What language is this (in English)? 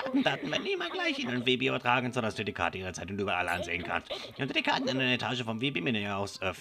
Swiss German